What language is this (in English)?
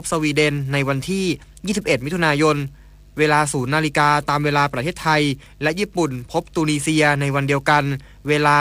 Thai